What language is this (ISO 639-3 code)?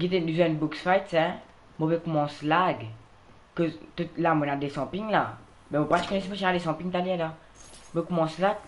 mfe